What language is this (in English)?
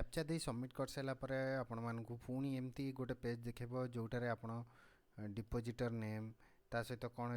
Odia